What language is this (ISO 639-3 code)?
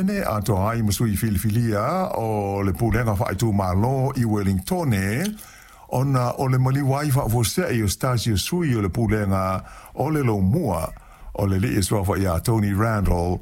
smo